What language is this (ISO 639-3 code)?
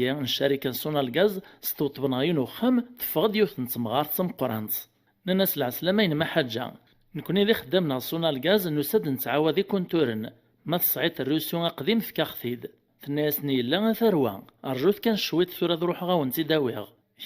kab